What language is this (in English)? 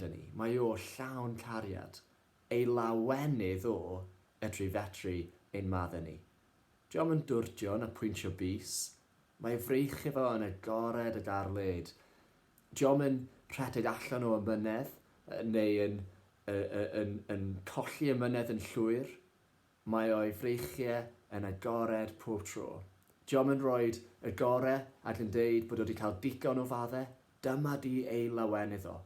Welsh